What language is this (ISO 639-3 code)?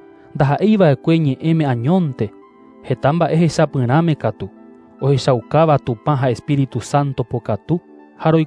grn